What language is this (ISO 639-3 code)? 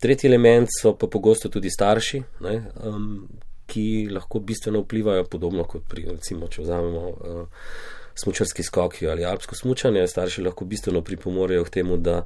slv